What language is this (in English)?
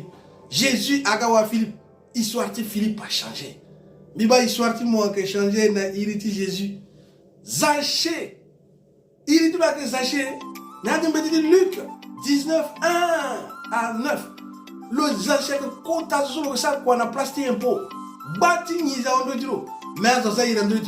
Sango